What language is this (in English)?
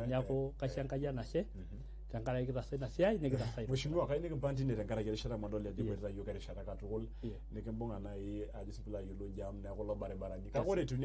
Masai